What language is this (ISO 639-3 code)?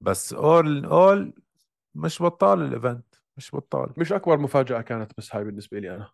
apc